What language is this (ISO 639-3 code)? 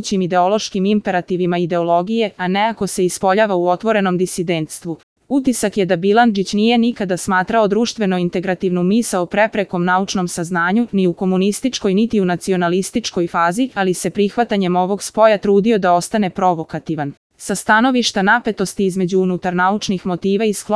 srp